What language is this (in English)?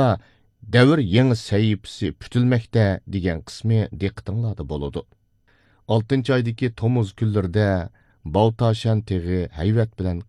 Uyghur